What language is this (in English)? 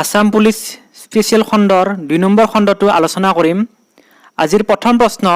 Assamese